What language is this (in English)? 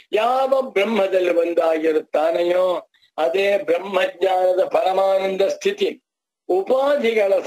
Kannada